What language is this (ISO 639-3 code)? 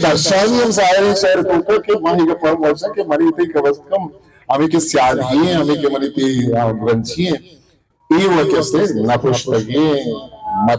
bal